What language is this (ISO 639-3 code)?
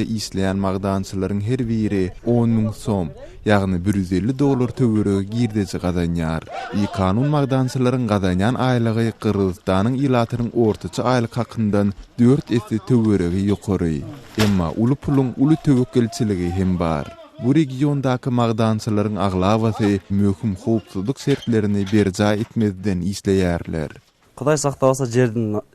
tuk